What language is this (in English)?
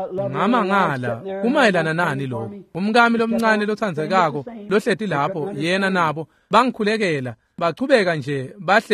Swati